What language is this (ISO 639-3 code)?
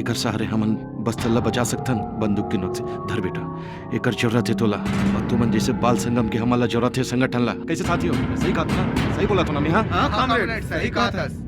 hne